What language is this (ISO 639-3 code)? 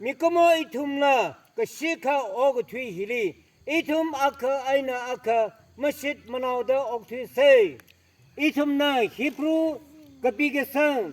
nmf